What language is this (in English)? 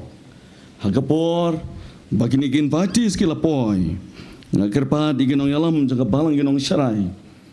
Khasi